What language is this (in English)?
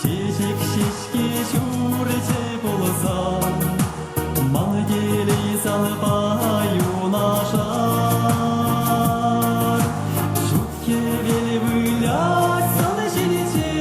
Chuvash